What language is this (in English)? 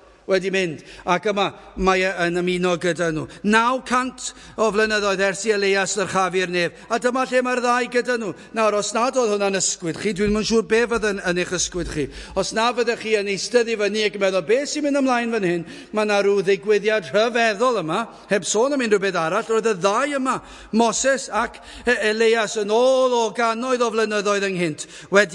Welsh